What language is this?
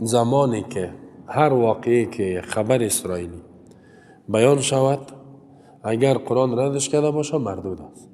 Persian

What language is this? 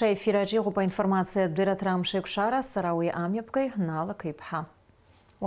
Abkhazian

